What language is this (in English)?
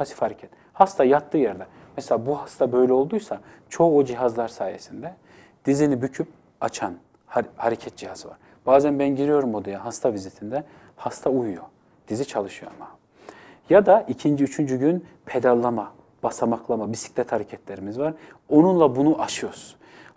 Turkish